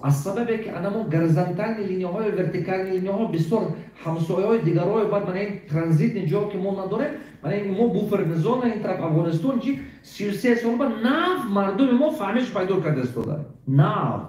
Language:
Tajik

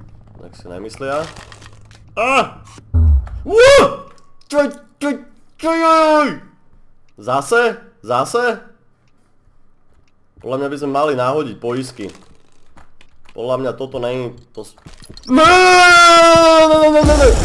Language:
Slovak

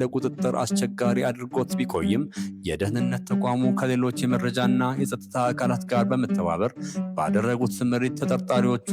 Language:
Amharic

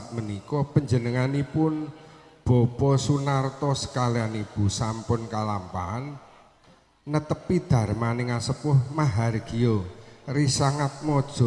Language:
Javanese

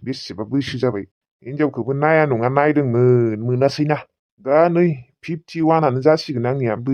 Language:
Bodo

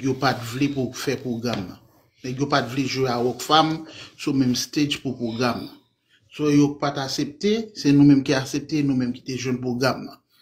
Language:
Haitian Creole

